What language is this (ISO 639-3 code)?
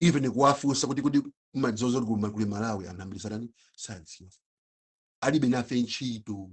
nya